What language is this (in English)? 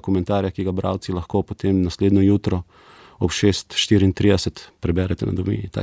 Slovenian